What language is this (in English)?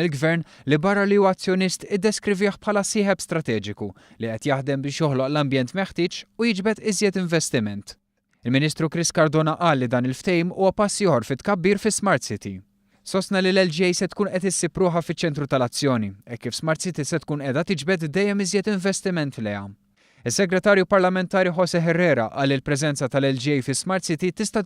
Maltese